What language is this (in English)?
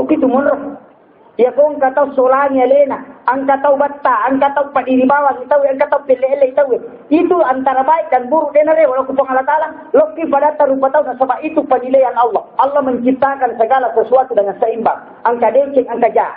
Buginese